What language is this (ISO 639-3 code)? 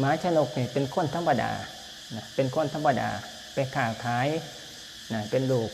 lao